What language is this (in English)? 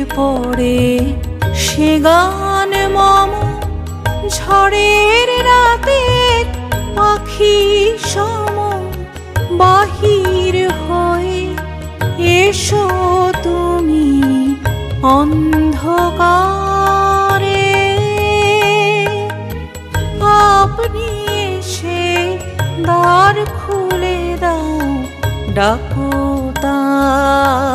Bangla